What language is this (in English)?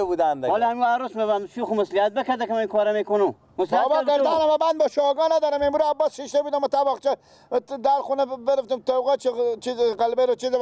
Persian